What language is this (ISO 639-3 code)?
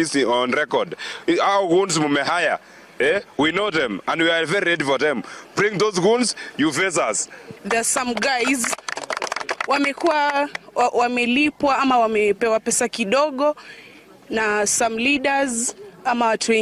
guz